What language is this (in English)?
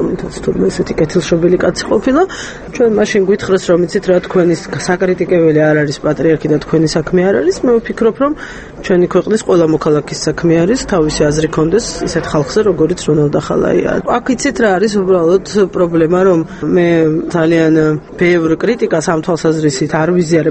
Georgian